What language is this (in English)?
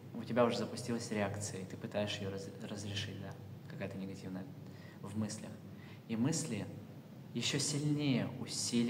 Russian